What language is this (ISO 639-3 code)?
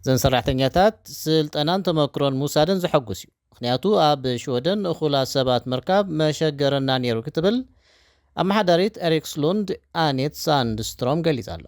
tir